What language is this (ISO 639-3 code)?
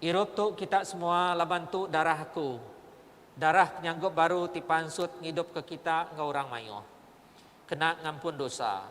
iba